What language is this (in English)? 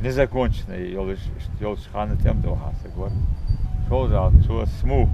Ingush